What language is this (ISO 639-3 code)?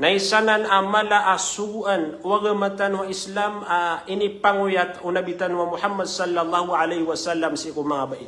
mrw